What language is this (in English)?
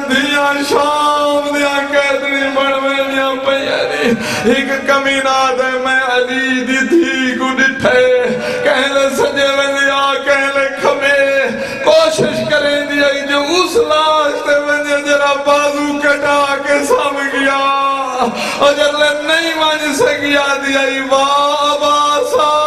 Saraiki